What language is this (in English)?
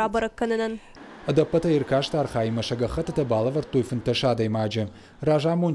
Ossetic